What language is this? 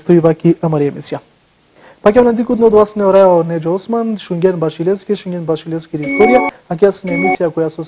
Macedonian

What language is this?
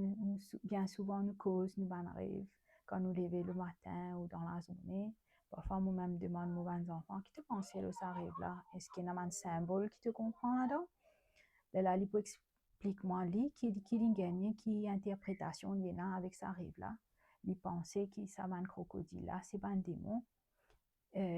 Morisyen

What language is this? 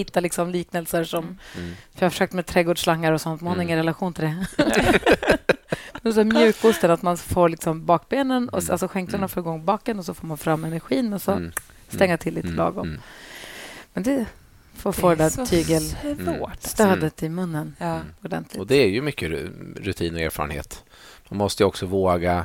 Swedish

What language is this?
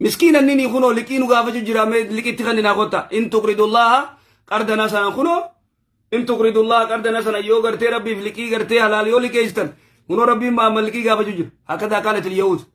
Oromo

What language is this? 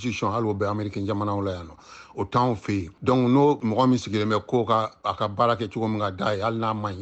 Bambara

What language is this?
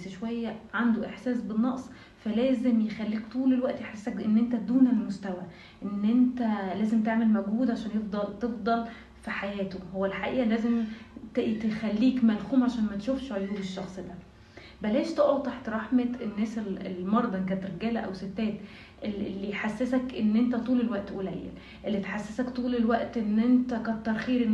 Egyptian Arabic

